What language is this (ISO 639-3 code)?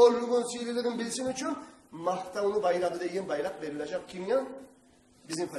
kum